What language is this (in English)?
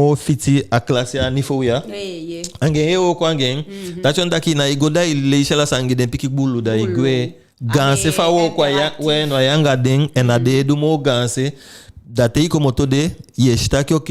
Eastern Maroon Creole